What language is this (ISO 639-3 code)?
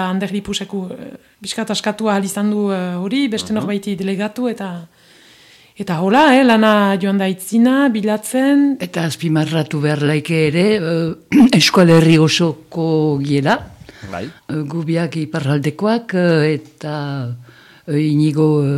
eus